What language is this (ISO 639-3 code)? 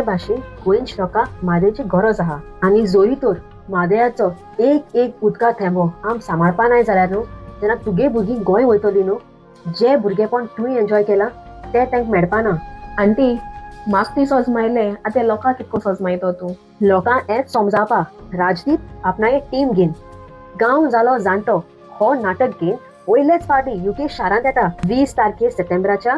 kok